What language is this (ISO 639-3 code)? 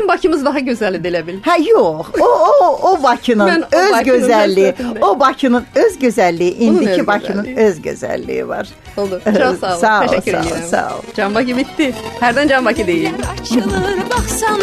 aze